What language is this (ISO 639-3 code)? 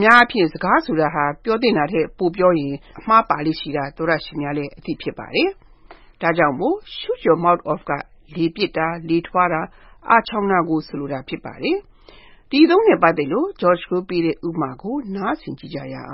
mya